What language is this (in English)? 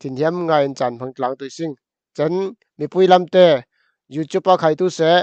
Falam Chin